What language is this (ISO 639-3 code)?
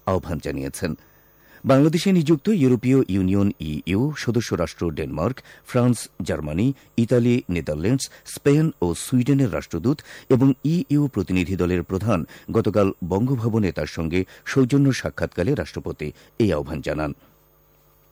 ben